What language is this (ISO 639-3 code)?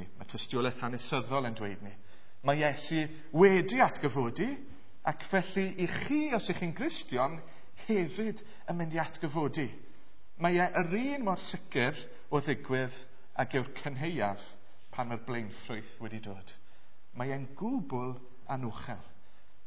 cym